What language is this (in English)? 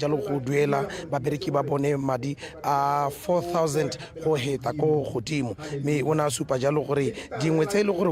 Tswana